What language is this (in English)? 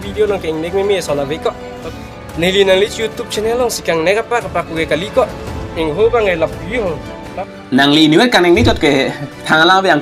Karbi